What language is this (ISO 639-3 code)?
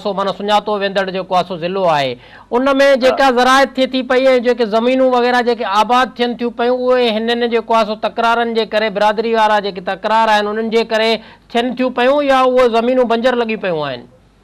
snd